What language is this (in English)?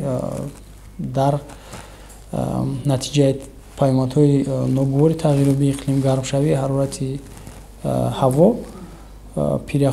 Tajik